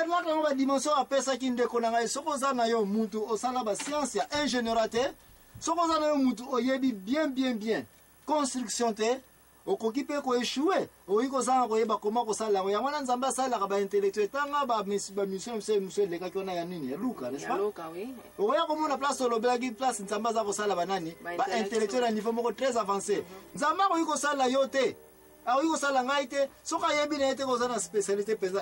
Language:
Lingala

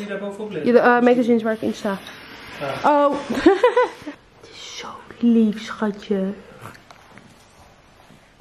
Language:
Dutch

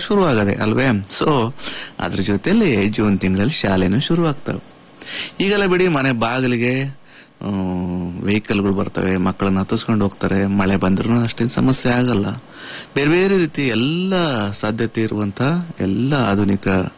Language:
Kannada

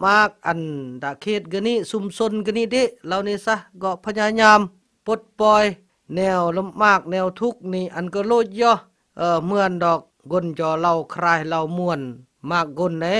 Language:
Khmu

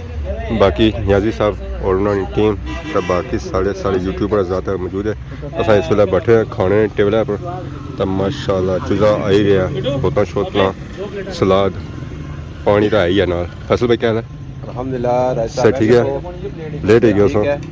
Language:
Pahari-Potwari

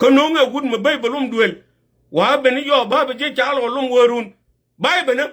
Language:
Nuer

